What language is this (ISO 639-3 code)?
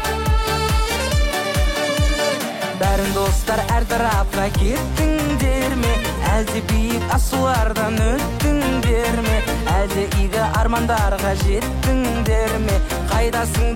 kaz